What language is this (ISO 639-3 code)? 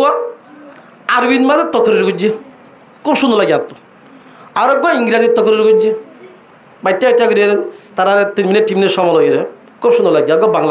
rhg